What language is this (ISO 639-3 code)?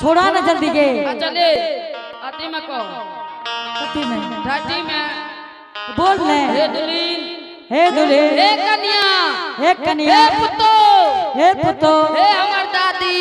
anp